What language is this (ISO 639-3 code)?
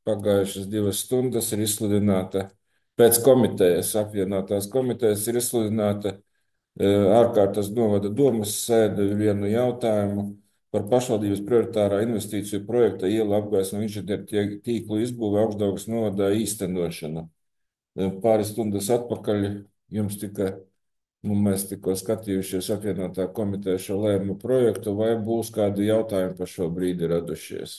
lav